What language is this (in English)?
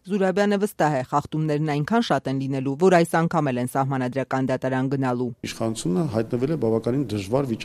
Armenian